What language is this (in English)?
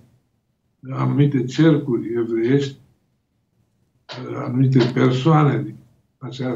Romanian